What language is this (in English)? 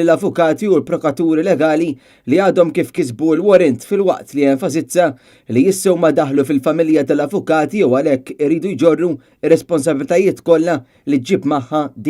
Maltese